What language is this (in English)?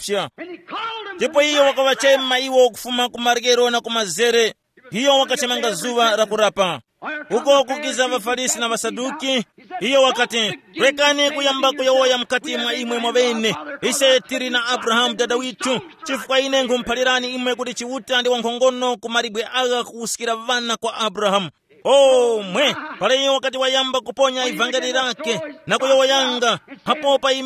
Tumbuka